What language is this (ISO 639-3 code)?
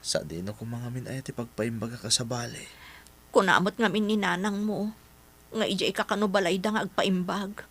ilo